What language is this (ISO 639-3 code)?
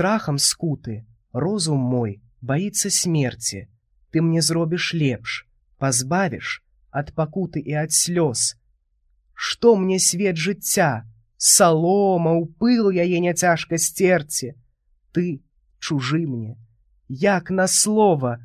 bel